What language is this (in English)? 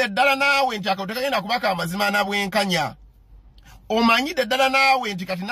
Ganda